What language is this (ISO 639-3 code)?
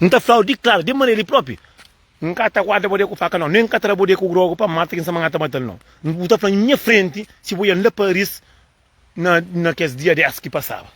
kea